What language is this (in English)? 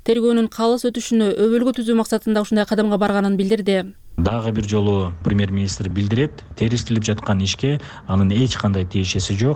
Kyrgyz